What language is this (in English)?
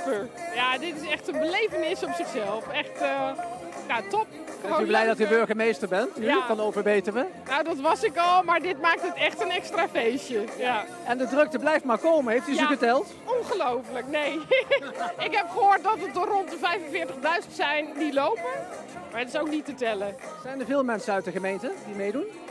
Dutch